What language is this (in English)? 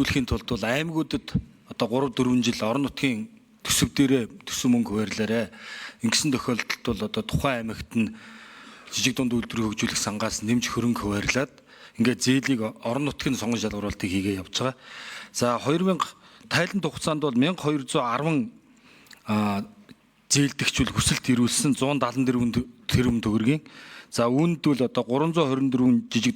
Mongolian